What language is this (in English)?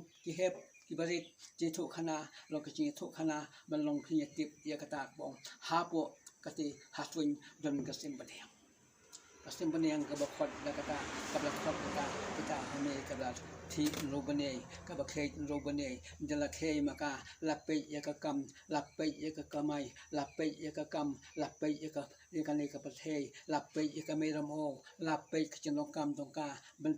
Khasi